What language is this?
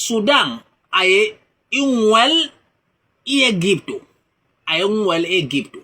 Basaa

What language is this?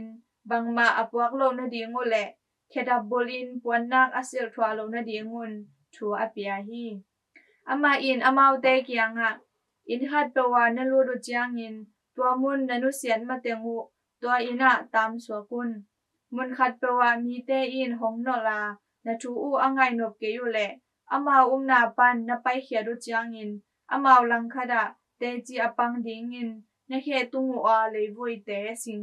Tedim Chin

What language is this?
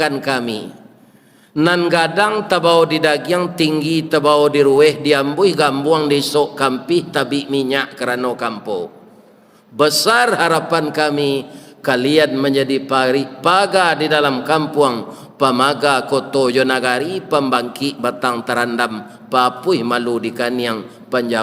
Minangkabau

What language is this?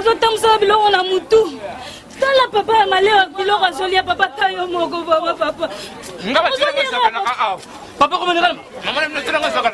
Lingala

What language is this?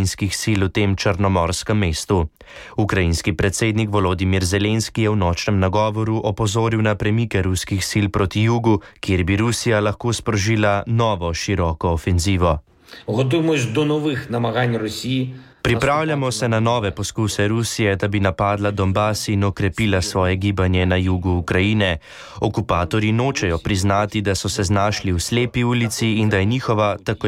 Slovenian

